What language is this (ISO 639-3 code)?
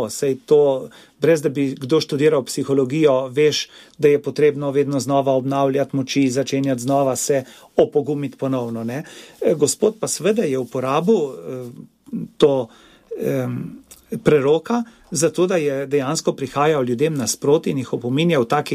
slv